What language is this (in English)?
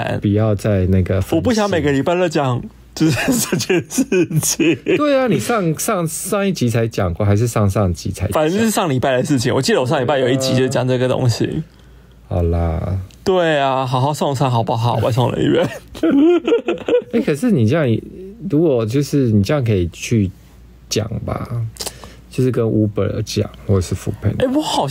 Chinese